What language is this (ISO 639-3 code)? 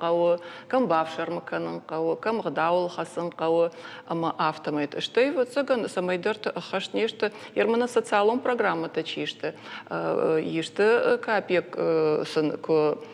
oss